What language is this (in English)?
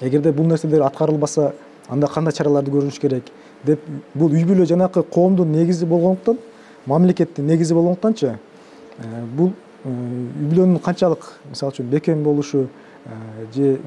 Kyrgyz